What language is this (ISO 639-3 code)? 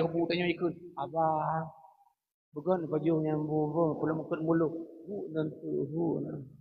ace